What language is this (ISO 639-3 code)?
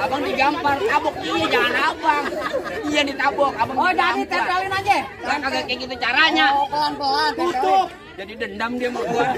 bew